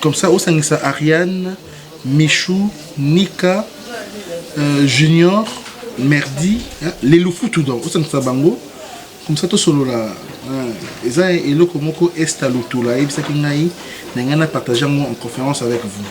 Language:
Lingala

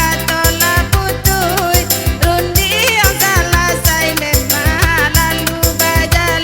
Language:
Minangkabau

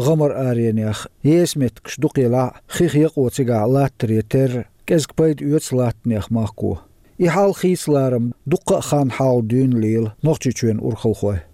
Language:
Chechen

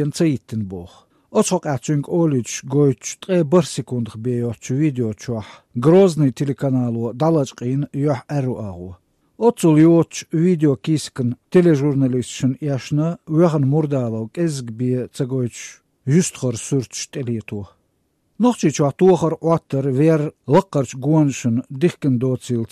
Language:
Chechen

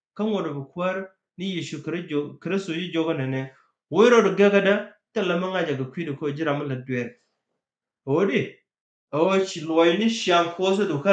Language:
Nuer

